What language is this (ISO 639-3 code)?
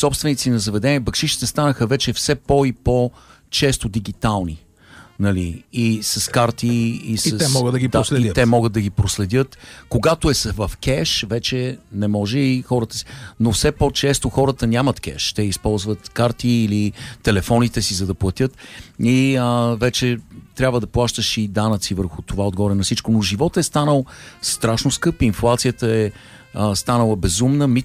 bul